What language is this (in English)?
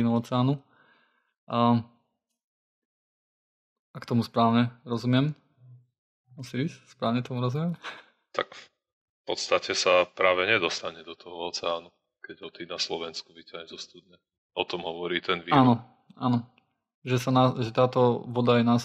Slovak